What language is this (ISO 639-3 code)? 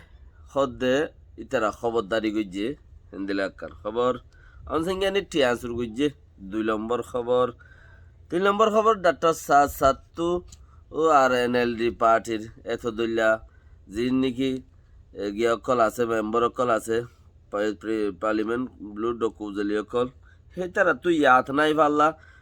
rhg